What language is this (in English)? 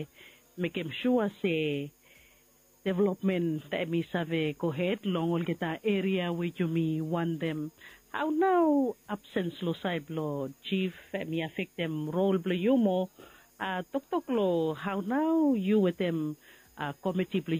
Bislama